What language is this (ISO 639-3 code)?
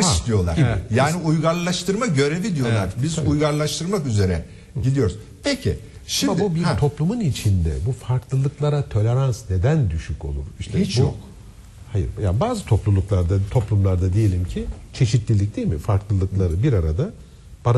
tur